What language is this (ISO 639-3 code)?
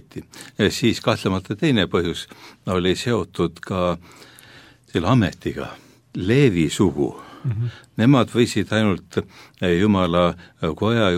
est